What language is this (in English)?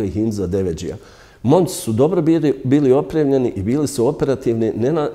Bosnian